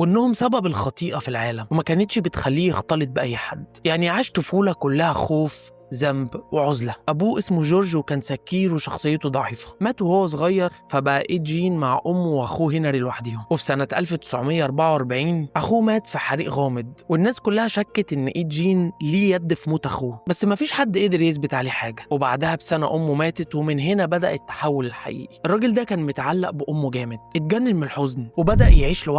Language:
Egyptian Arabic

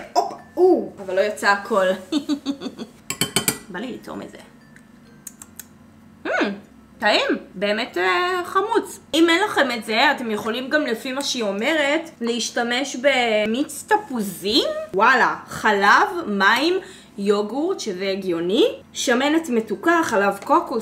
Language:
Hebrew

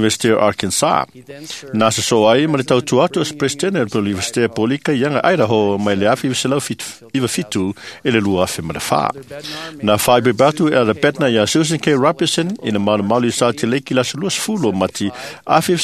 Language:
Samoan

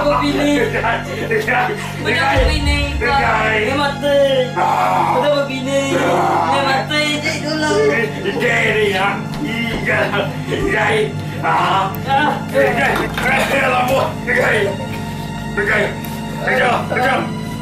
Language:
Malay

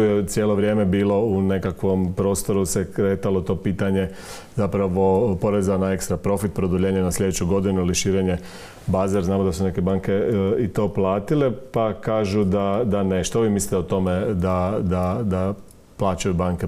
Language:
Croatian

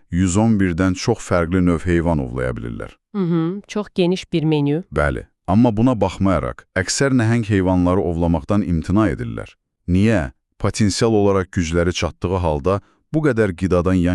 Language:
Azerbaijani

